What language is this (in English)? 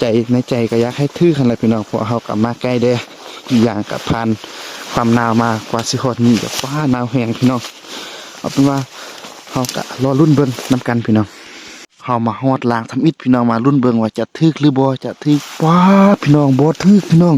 Lao